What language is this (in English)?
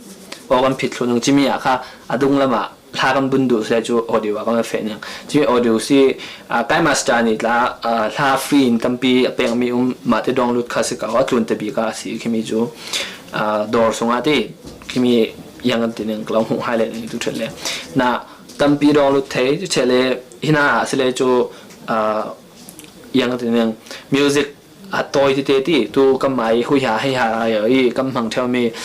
Falam Chin